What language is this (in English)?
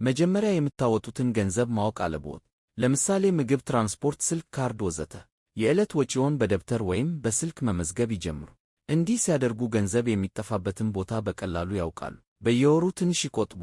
Amharic